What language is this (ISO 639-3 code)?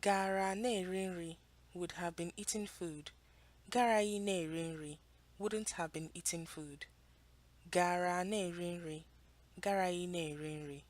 ibo